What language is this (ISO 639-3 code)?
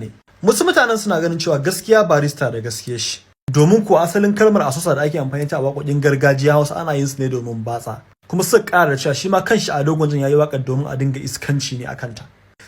hau